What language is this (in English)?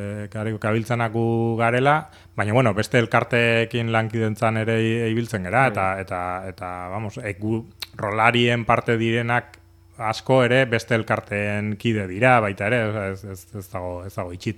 Basque